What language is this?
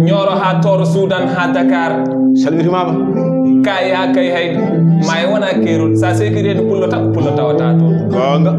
Fula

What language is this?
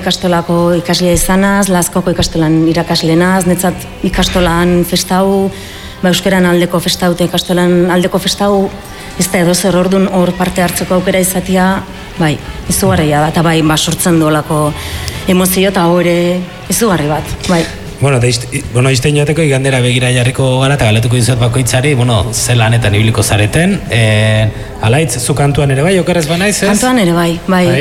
Basque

